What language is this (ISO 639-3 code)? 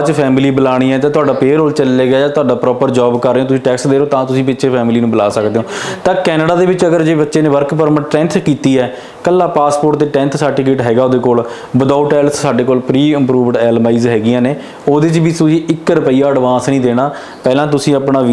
pan